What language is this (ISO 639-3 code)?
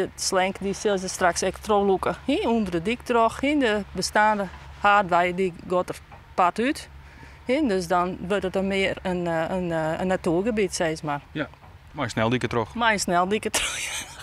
fry